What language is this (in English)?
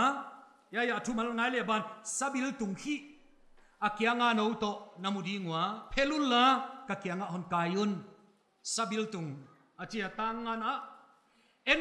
Paite Chin